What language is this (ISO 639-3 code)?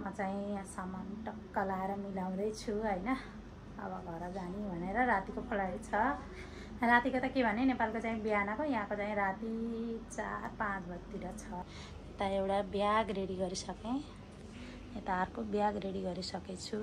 nep